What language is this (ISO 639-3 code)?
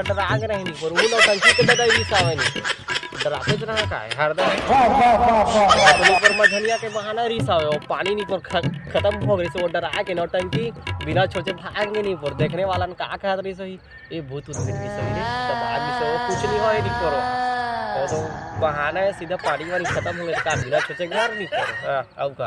hne